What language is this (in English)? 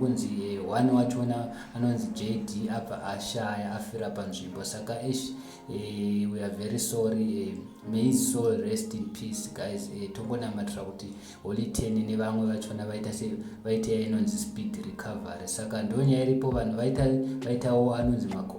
Shona